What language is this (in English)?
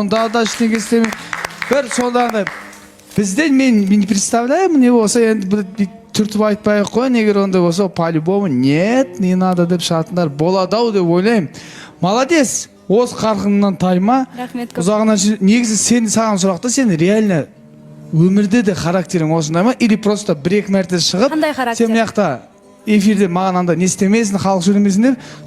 Kazakh